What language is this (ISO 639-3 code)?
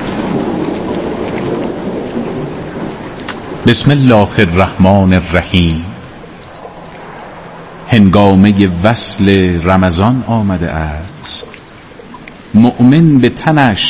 fas